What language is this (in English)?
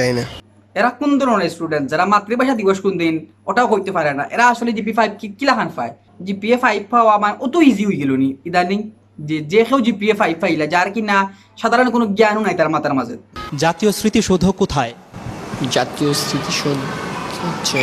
Sylheti